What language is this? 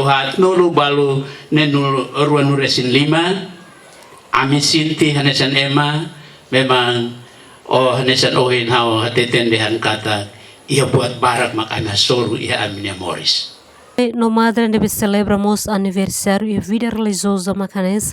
Tetum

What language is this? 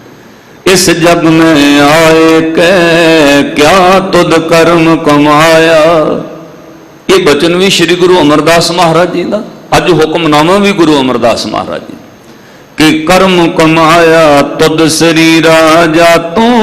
Punjabi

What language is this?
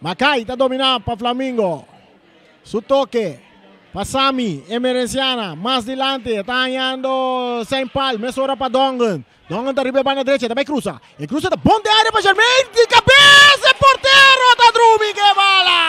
Papiamento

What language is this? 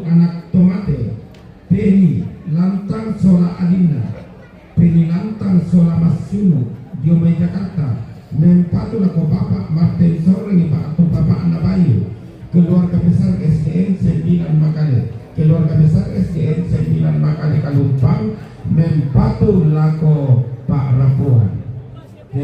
Toraja-Sa'dan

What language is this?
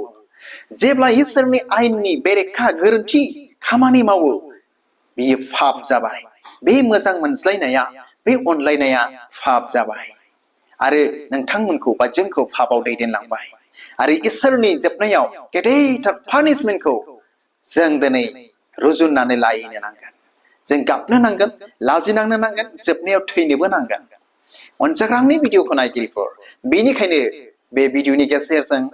Bodo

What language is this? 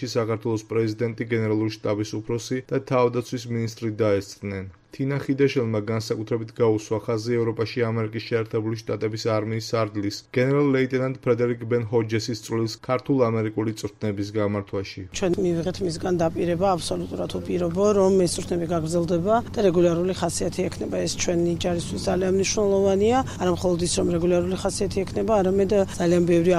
Georgian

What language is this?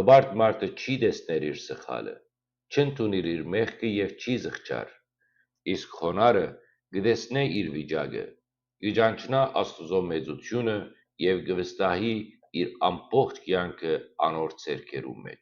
Western Armenian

